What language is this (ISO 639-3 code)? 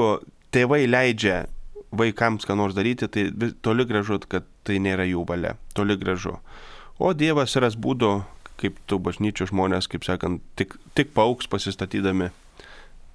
lit